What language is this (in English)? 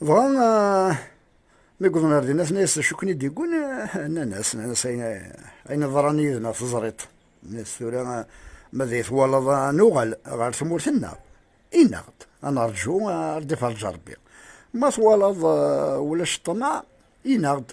Kabyle